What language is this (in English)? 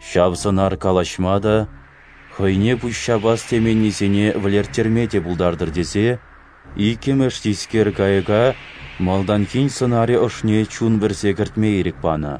Chuvash